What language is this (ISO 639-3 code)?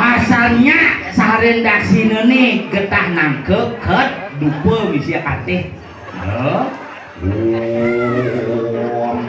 ban